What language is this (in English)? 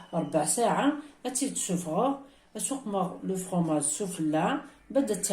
Kabyle